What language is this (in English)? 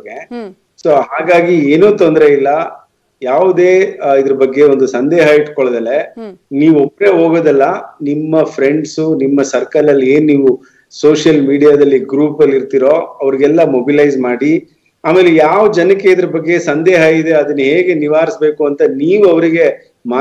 Kannada